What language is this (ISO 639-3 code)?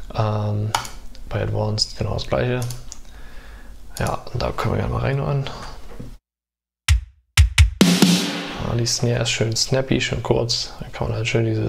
deu